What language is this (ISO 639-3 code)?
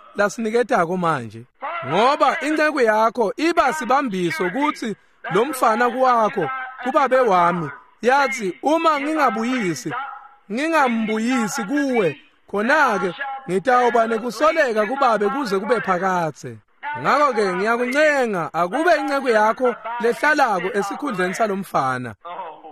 ssw